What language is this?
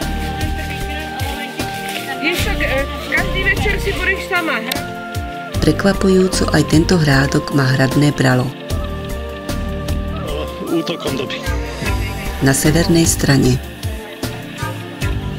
Slovak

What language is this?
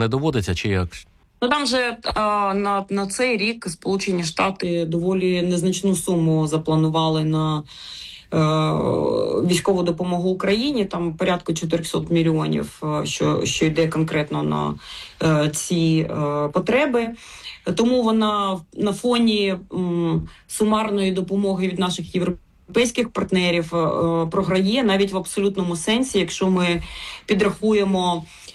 Ukrainian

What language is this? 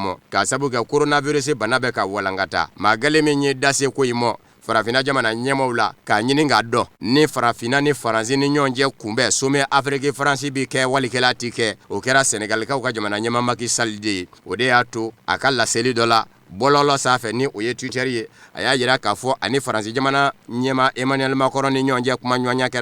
Bambara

